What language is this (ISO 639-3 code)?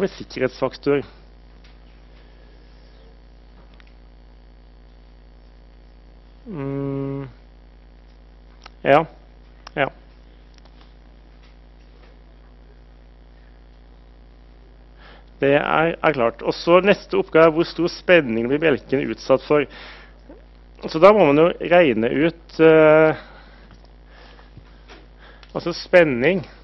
nor